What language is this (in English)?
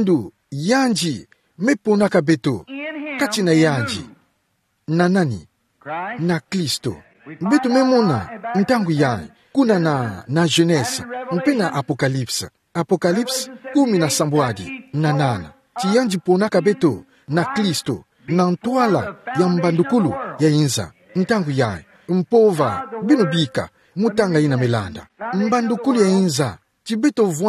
Kituba (Democratic Republic of Congo)